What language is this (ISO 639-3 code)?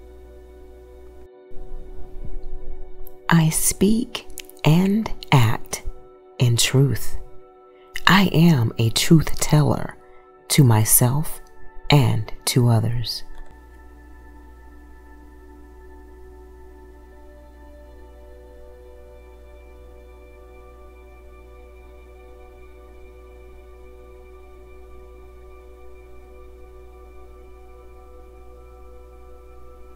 eng